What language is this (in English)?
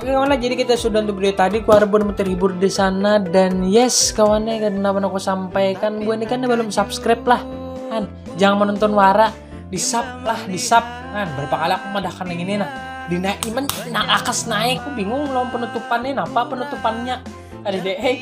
Banjar